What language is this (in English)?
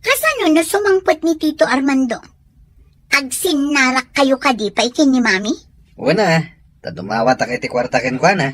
Iloko